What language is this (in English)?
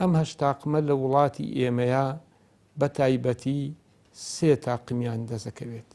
Central Kurdish